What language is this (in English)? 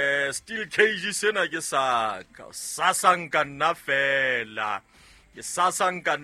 Southern Sotho